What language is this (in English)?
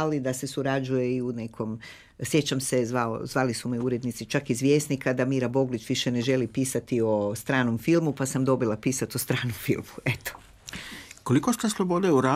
Croatian